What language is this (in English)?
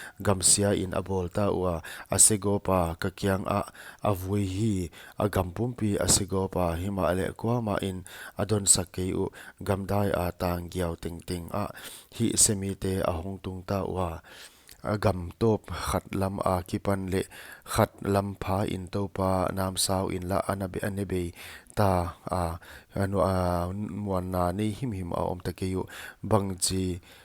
Paite Chin